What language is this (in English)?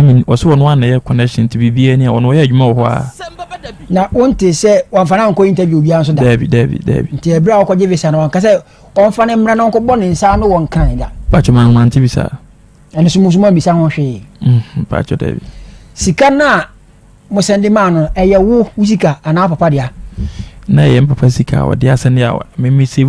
Akan